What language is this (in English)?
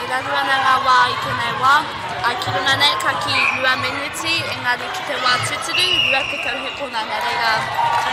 Māori